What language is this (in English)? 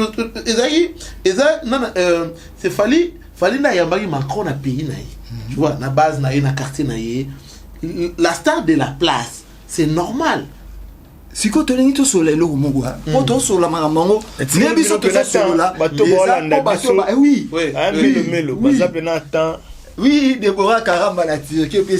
Lingala